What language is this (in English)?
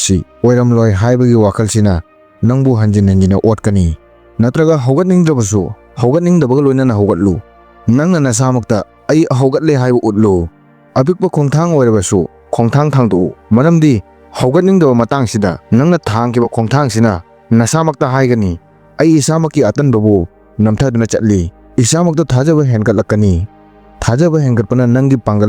Manipuri